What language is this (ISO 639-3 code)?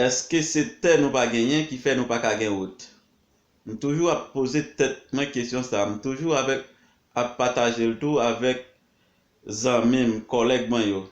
hat